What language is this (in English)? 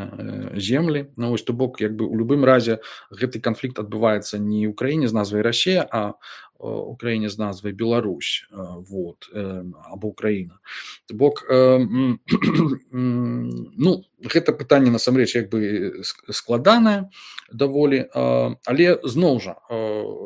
Belarusian